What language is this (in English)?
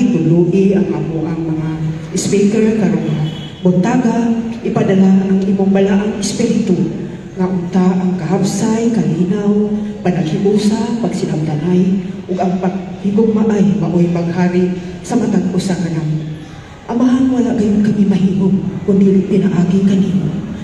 Cebuano